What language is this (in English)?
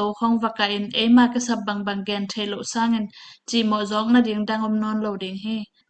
Tedim Chin